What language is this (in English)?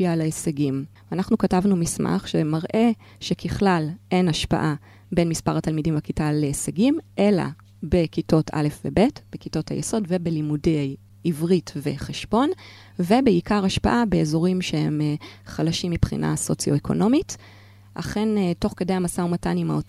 Hebrew